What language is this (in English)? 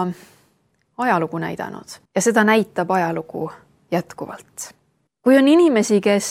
Estonian